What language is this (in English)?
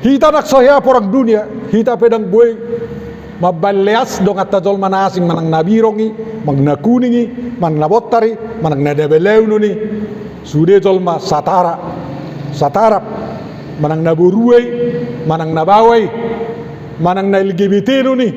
Batak Toba